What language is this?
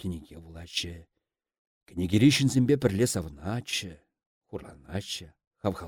Chuvash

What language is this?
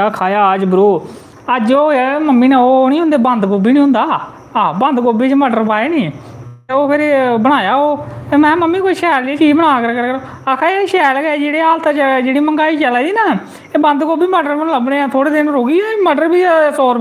Dogri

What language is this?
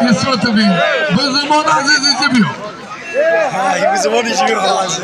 Tajik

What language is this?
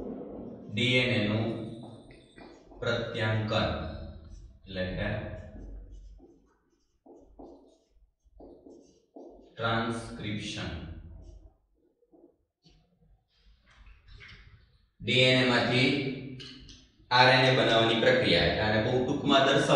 Gujarati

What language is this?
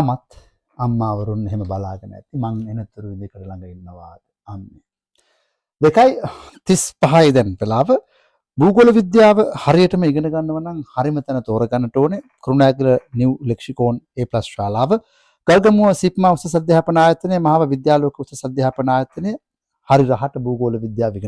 Sinhala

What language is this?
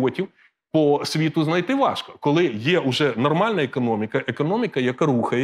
Ukrainian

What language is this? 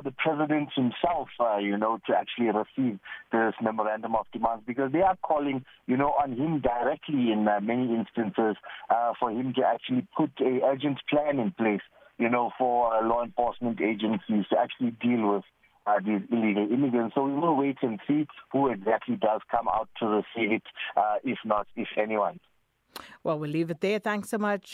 English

